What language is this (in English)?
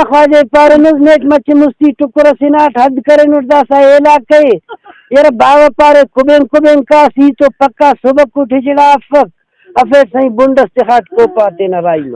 Brahui